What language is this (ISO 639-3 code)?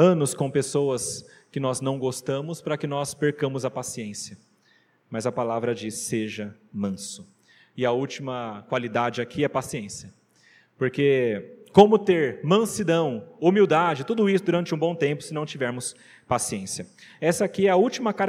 por